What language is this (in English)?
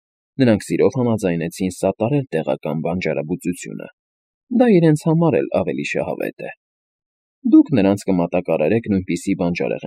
Armenian